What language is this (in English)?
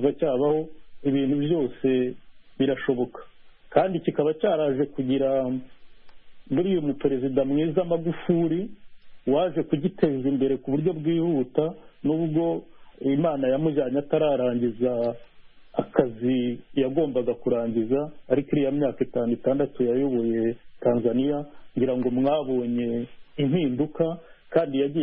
Kinyarwanda